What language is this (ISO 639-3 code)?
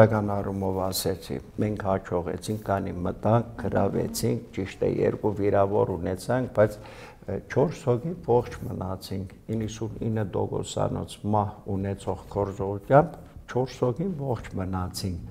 hye